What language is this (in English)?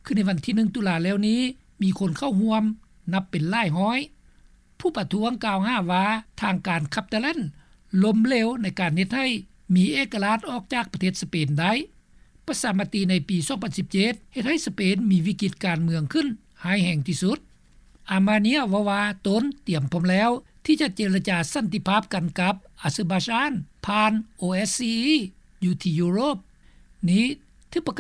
Lao